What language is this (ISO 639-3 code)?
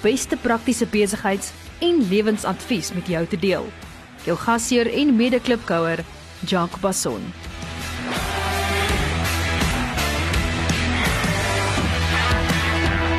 afr